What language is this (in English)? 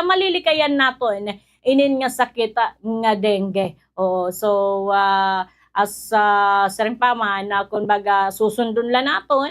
Waray